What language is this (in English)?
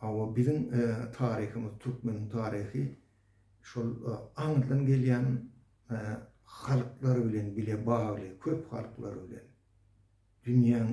Turkmen